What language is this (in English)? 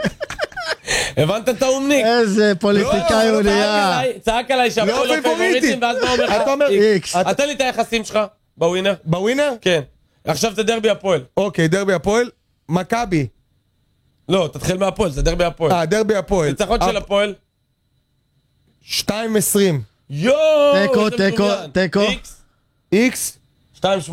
Hebrew